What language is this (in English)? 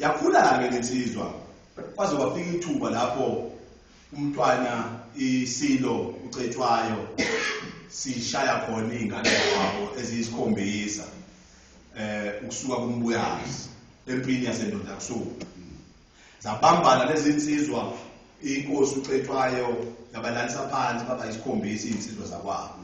Zulu